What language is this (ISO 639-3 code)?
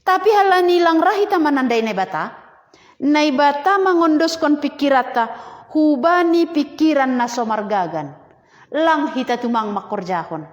bts